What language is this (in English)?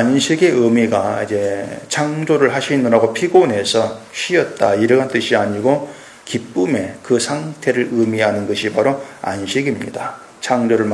Korean